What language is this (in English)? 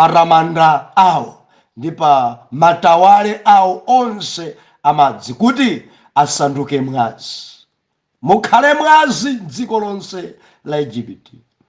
Nyanja